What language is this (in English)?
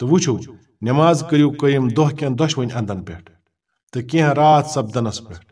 Kashmiri